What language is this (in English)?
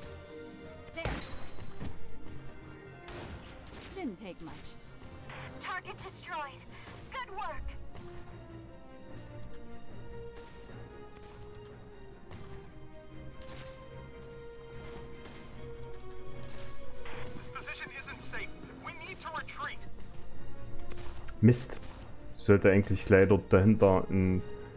German